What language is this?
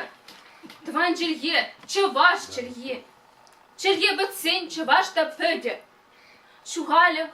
Chuvash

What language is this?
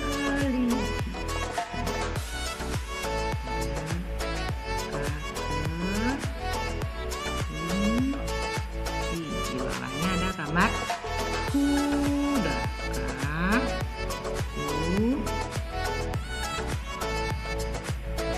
Indonesian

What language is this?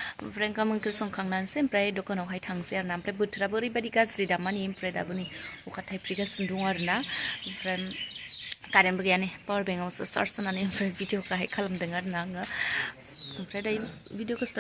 Bodo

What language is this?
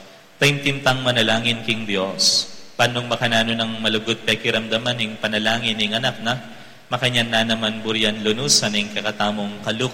Pampanga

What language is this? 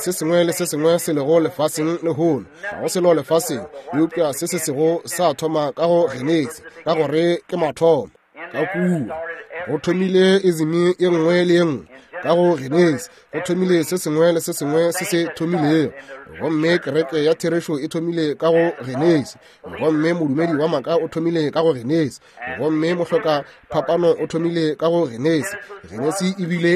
Northern Sotho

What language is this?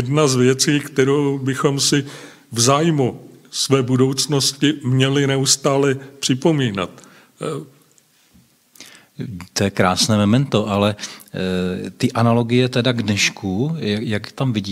Czech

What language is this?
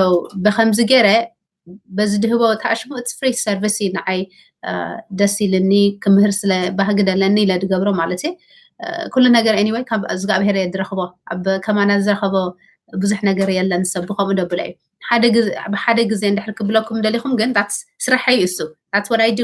Tigrinya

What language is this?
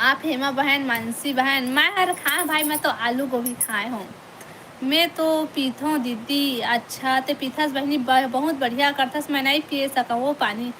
Chhattisgarhi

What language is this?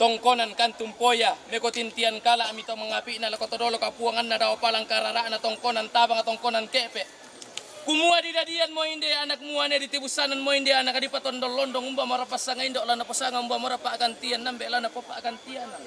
Toraja-Sa'dan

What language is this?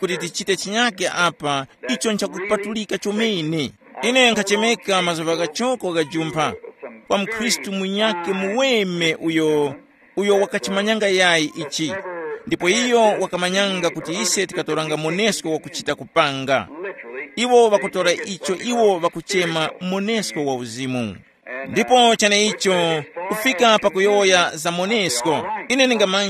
Tumbuka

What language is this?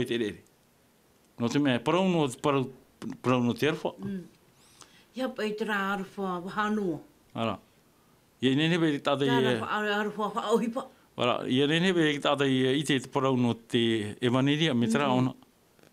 Tahitian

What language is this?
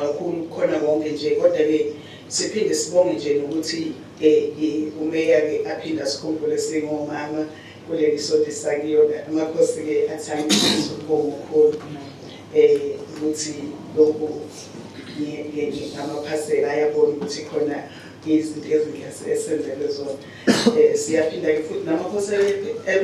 Zulu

